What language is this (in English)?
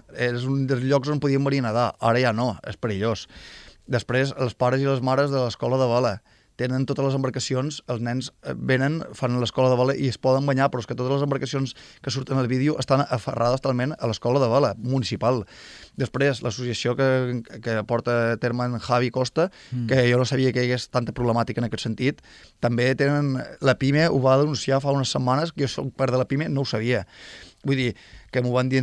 Catalan